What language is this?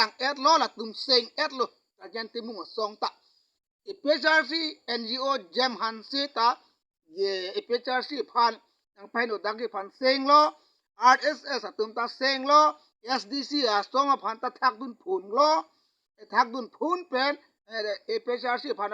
Karbi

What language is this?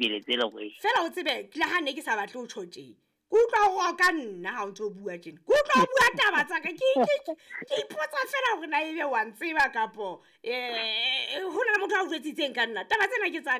Southern Sotho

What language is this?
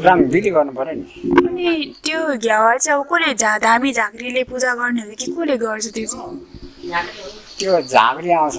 Nepali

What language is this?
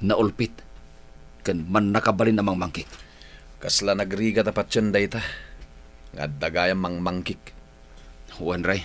Iloko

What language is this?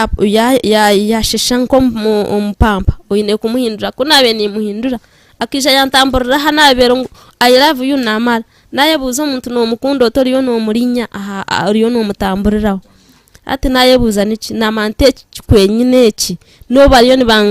Nyankole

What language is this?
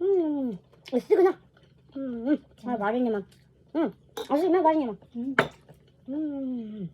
Bashkir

